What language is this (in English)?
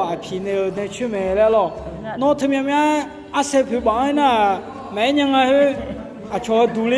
Akha